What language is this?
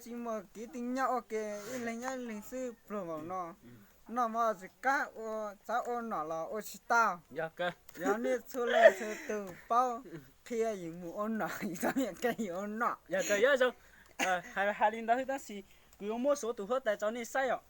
Hmong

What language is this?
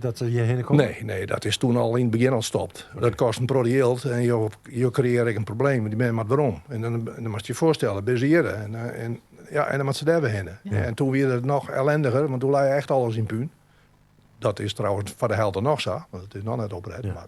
Western Frisian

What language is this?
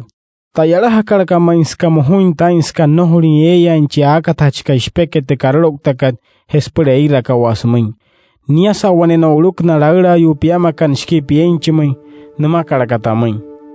Wayuu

